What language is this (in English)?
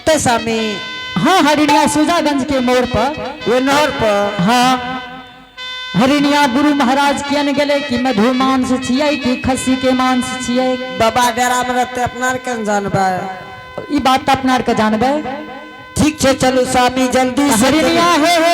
Angika